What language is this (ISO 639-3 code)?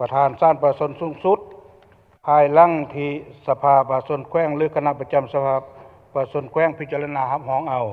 lao